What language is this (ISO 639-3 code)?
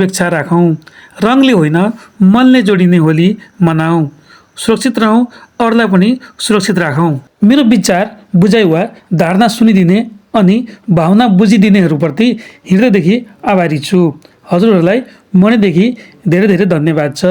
nep